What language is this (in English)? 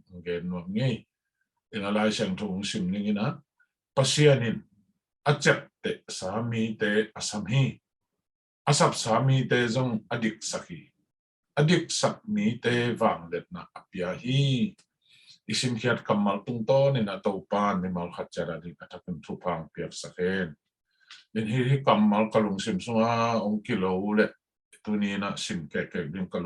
Tedim Chin